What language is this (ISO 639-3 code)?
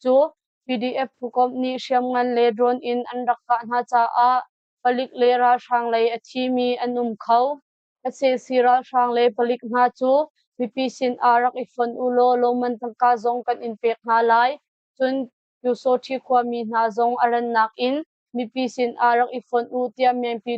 cnh